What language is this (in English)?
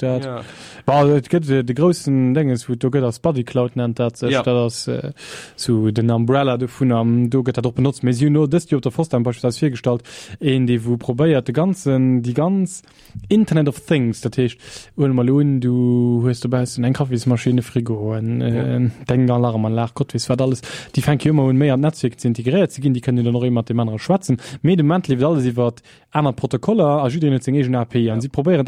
Luxembourgish